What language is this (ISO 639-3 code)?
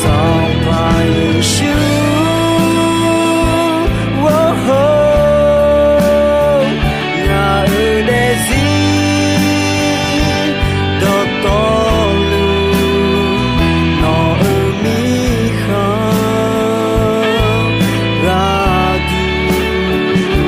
ahk